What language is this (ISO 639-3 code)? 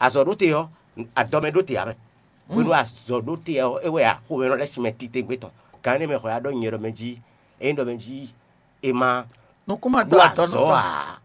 fon